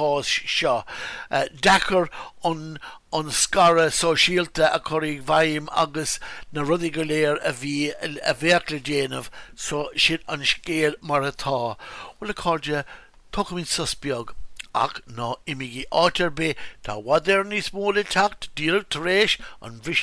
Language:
Irish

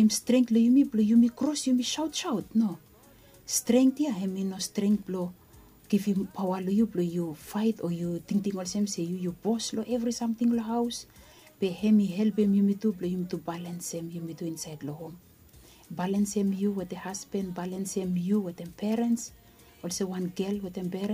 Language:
Bislama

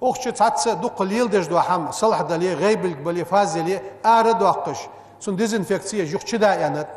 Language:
Ingush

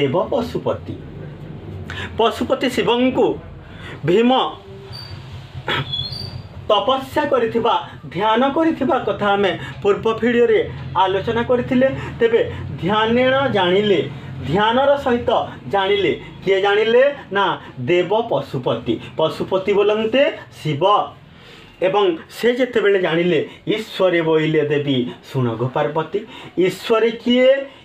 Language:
Odia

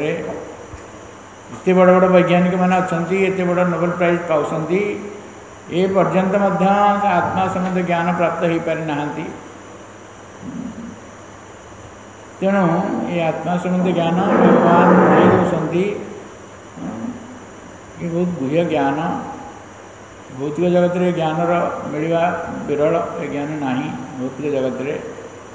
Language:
Odia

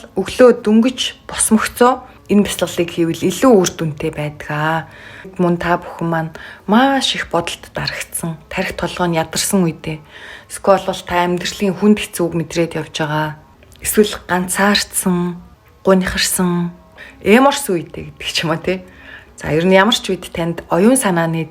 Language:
Mongolian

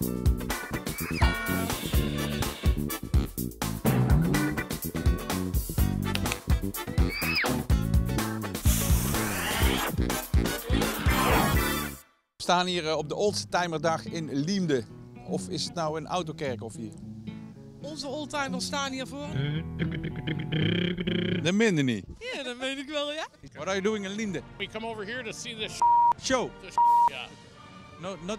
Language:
Dutch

